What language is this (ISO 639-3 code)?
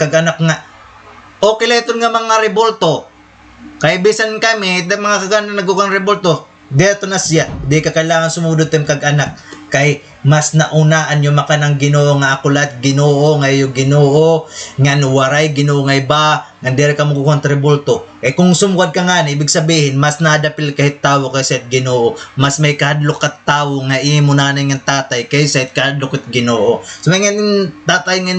war